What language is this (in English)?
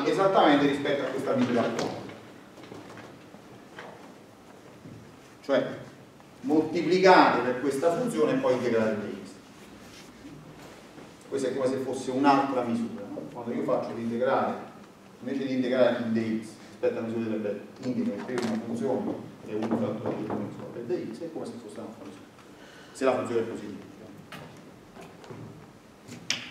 Italian